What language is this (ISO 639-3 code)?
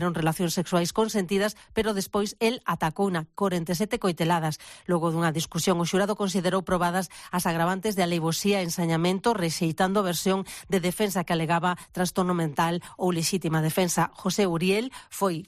glg